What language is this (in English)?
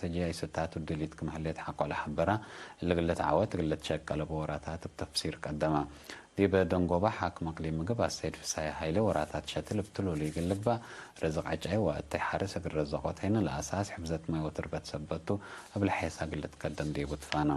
Tigre